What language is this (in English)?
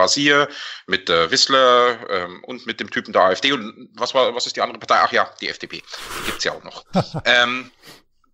German